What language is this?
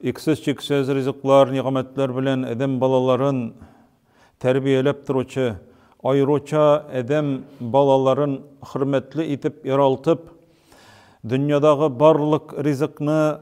Tatar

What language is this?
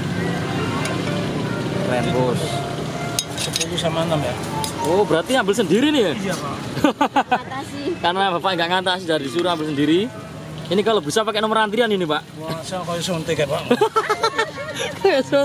Indonesian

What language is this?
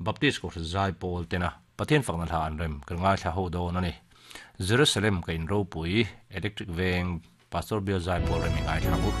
Mizo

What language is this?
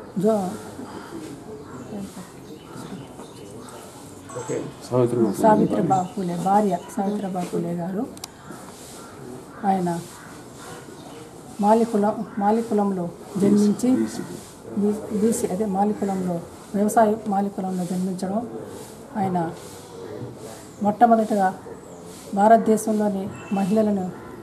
Telugu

